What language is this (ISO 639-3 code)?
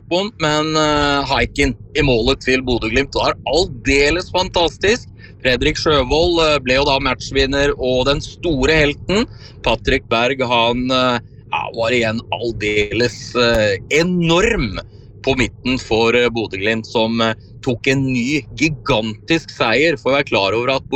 nor